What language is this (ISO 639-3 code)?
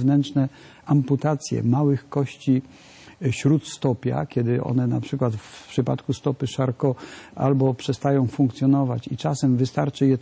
pol